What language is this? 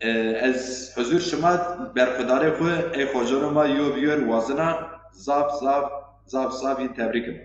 Zaza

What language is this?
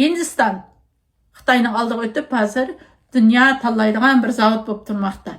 Uyghur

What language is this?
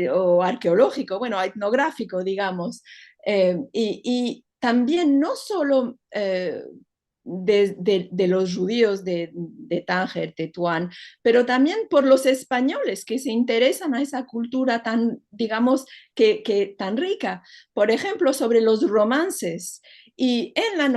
Ladino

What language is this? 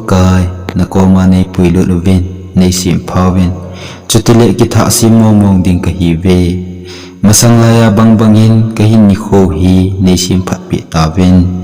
Thado Chin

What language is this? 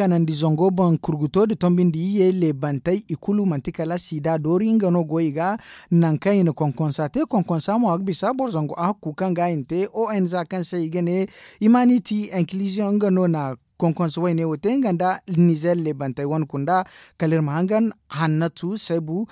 Zarma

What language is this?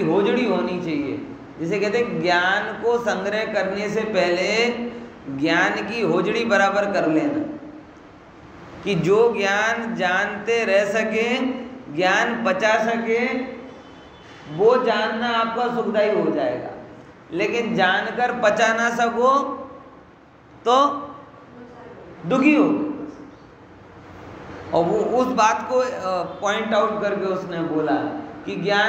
Hindi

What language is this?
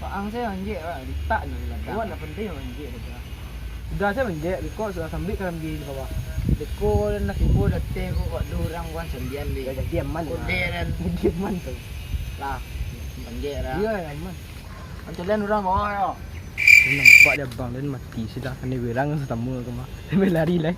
Minangkabau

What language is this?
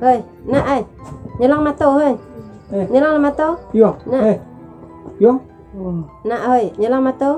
Minangkabau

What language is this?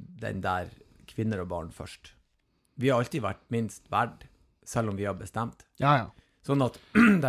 Norwegian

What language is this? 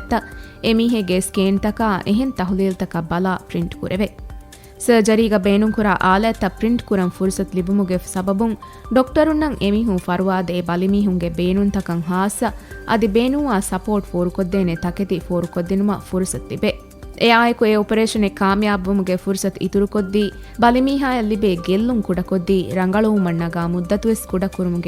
Divehi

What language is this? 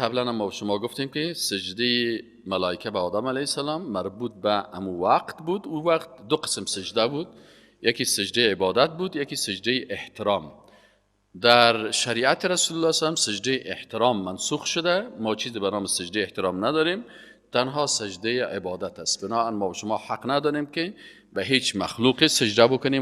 Persian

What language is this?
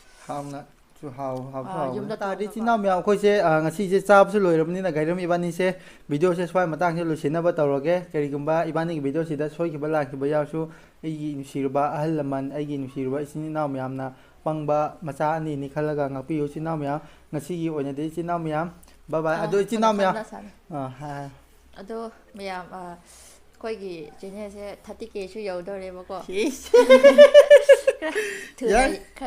Manipuri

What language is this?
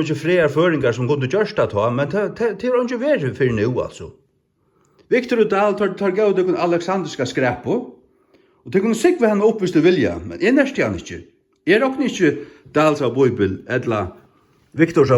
Faroese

